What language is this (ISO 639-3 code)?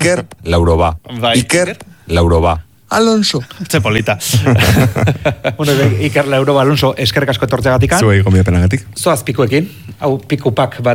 eus